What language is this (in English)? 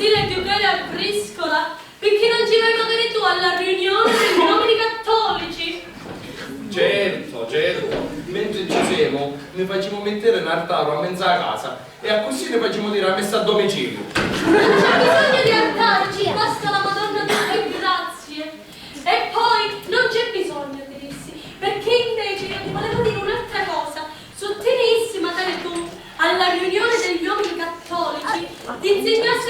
Sicilian